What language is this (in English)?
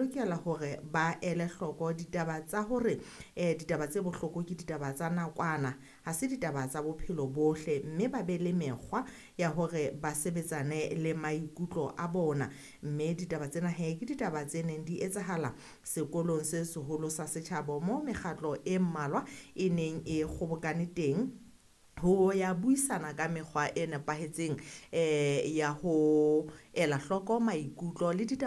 Southern Sotho